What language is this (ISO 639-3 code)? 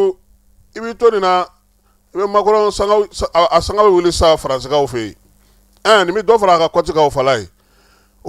bam